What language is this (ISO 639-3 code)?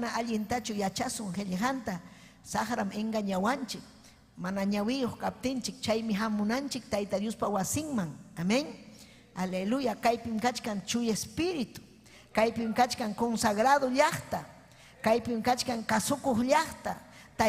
quy